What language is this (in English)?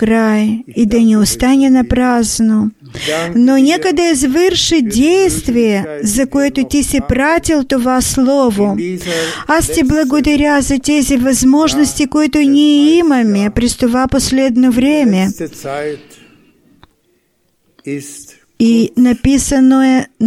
Bulgarian